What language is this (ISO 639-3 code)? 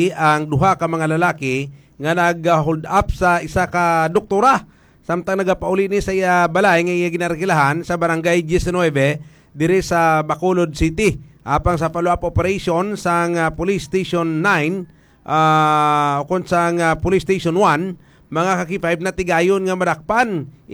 hil